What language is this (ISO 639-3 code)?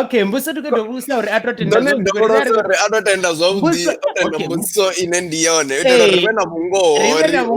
ven